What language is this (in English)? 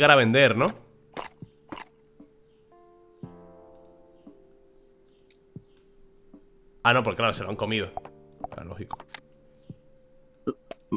Spanish